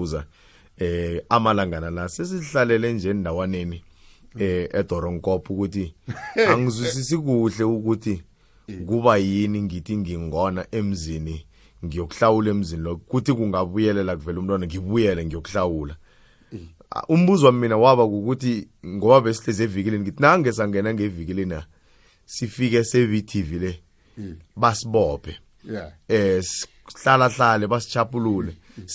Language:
South Ndebele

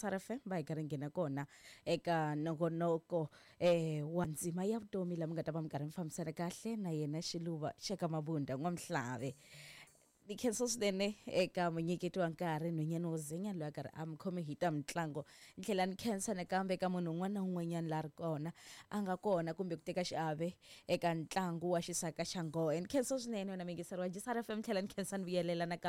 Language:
Tsonga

